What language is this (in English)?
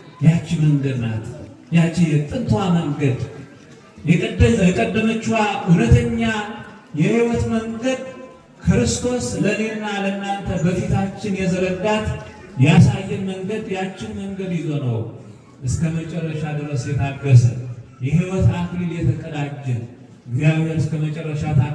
Amharic